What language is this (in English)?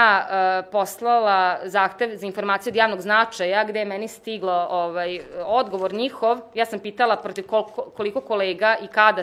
Serbian